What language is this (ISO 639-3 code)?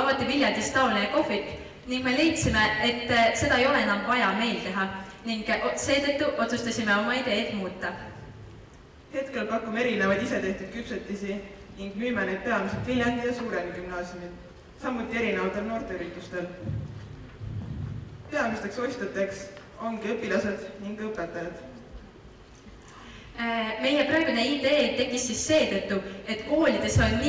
est